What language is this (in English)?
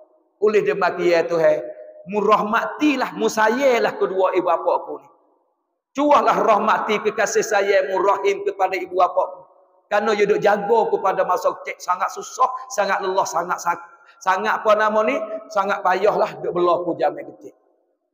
Pattani Malay